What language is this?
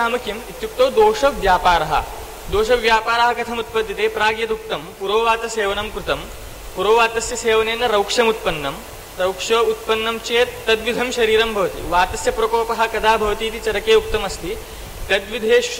Sanskrit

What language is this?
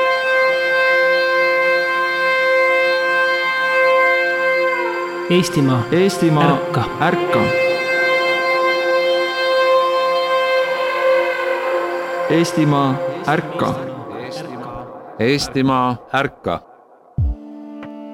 Estonian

